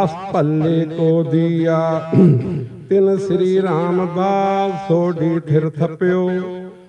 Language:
Punjabi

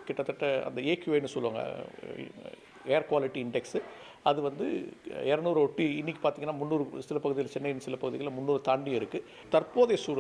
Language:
Tamil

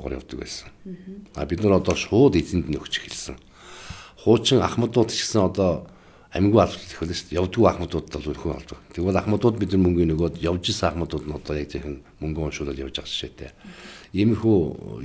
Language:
Mongolian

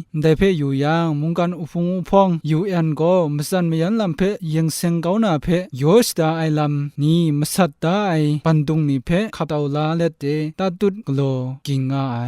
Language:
Kachin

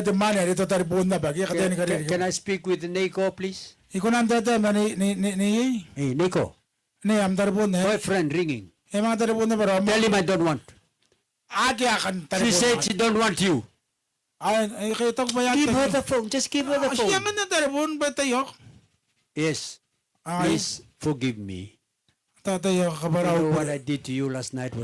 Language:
Gilbertese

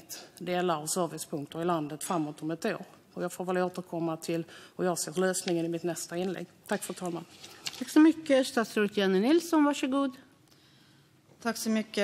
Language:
Swedish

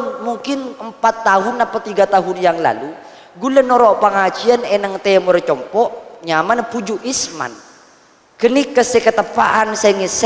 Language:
Madurese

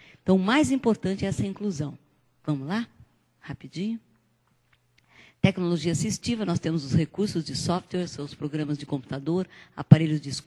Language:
Portuguese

